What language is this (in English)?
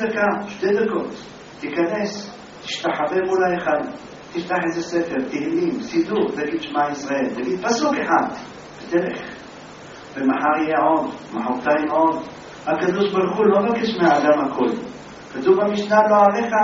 Hebrew